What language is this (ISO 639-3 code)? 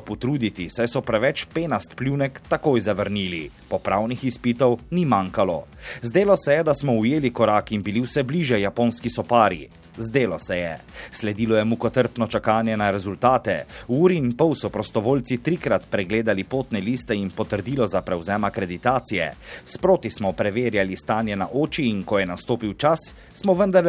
slv